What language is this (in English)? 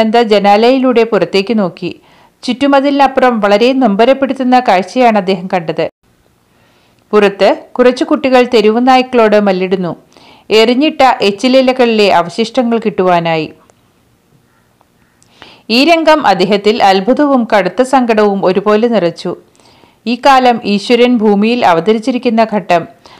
Malayalam